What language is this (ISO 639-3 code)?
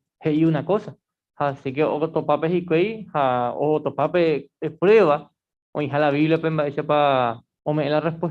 grn